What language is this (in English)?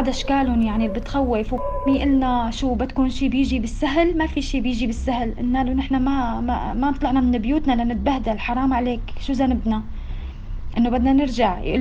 North Levantine Arabic